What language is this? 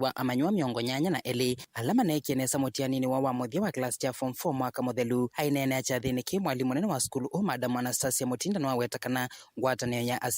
Kamba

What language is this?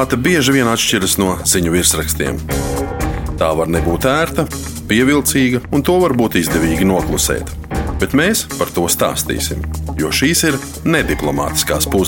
Latvian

